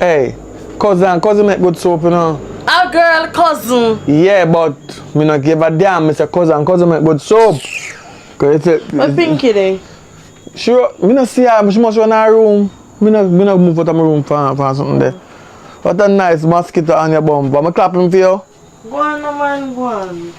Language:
Jamaican Creole English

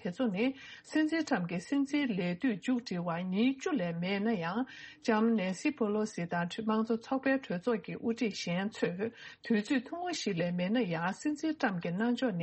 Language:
Tibetan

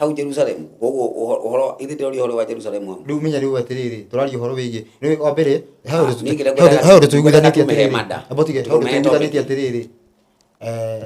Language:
Kikuyu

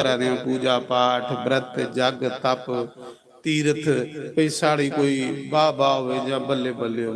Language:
Dogri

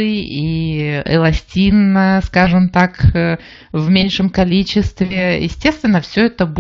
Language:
Russian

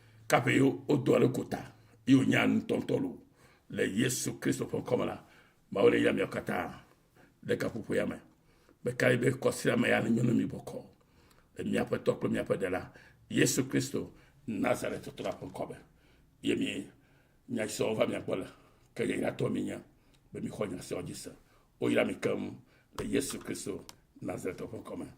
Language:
Ewe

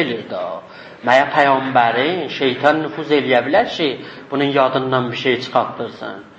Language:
South Azerbaijani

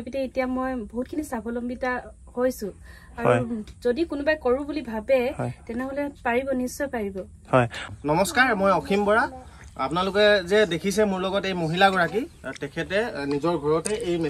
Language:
Assamese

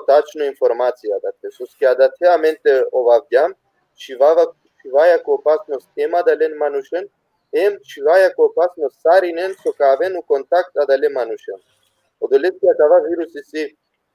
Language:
Balkan Romani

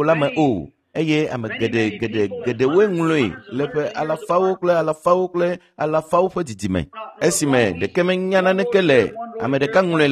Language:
Ewe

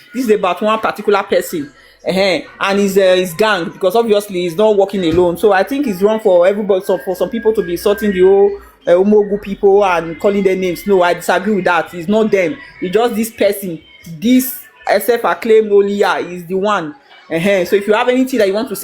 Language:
Nigerian Pidgin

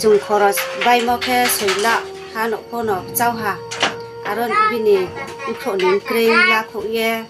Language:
Riang (India)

